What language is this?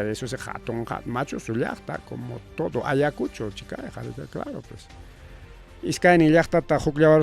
Ayacucho Quechua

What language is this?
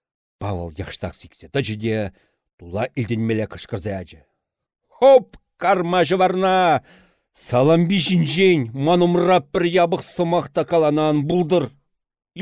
Chuvash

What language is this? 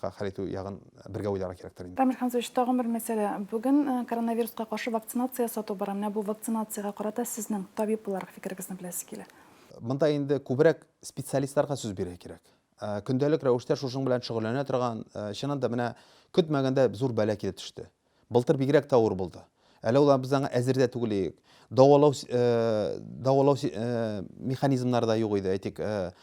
Tatar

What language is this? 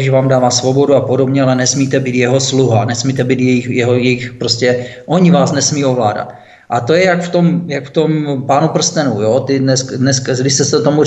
Czech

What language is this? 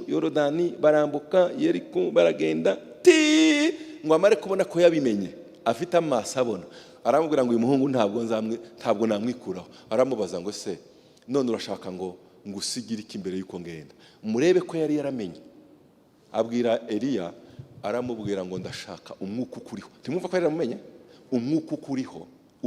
Kinyarwanda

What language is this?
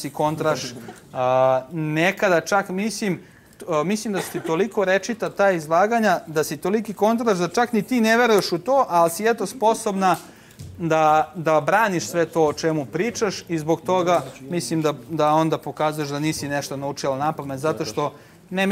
Serbian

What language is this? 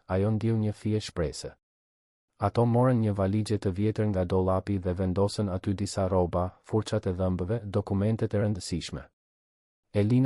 Albanian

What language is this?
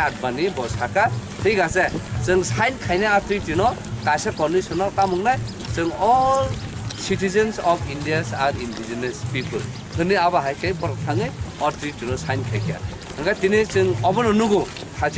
Kok Borok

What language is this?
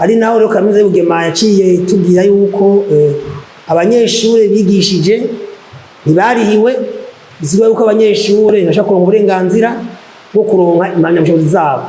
Rundi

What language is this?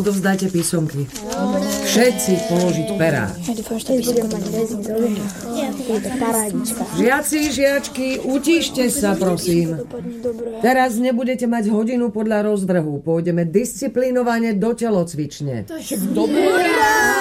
Slovak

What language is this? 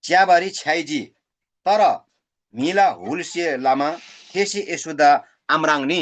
Eastern Tamang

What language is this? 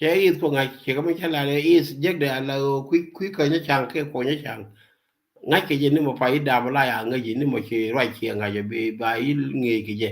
Nuer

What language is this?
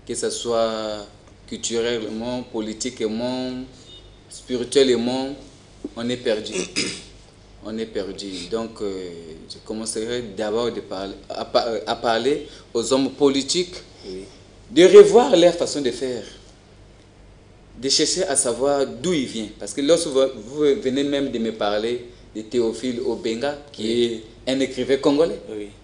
French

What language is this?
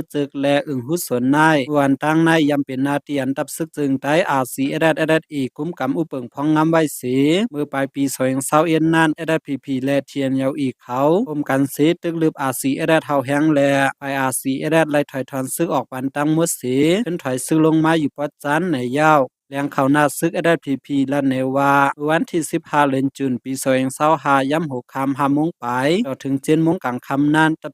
Shan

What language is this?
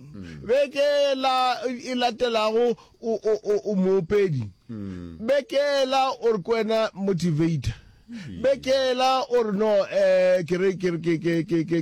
Northern Sotho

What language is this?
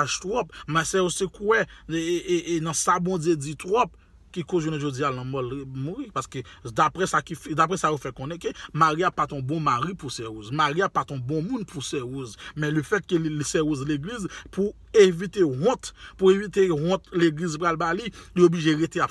Haitian Creole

